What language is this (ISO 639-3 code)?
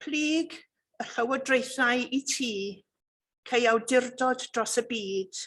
cym